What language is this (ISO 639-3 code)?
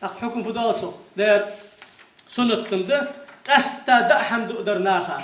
inh